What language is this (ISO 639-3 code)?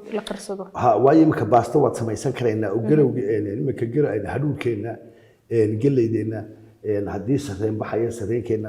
som